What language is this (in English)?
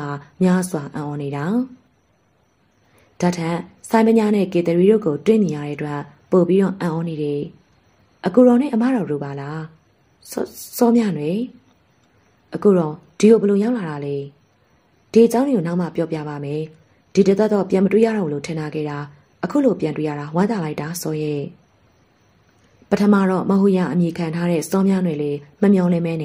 Burmese